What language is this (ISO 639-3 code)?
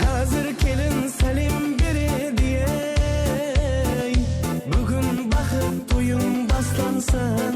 kaa